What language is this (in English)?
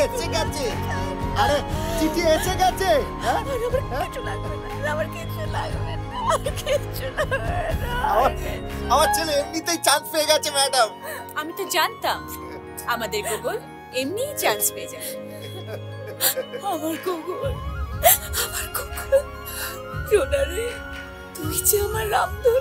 Bangla